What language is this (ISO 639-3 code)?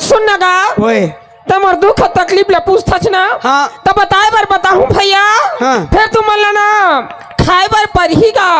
hne